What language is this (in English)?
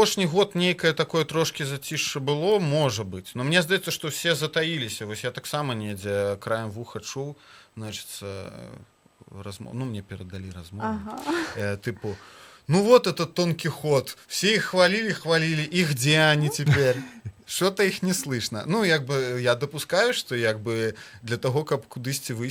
Belarusian